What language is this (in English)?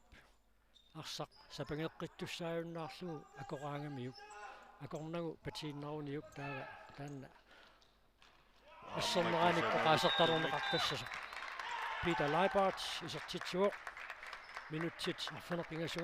Kalaallisut